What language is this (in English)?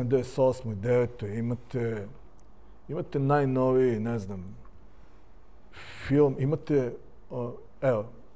Serbian